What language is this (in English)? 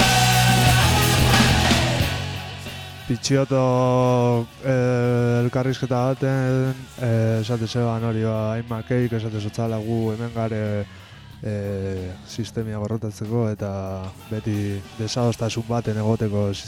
Basque